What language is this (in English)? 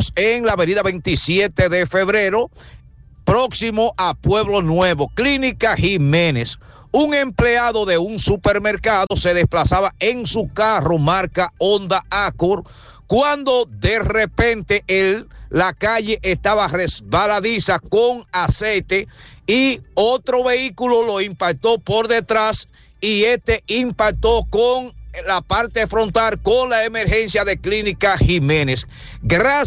Spanish